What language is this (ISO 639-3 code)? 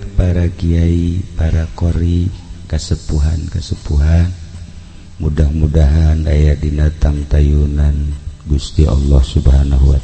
sun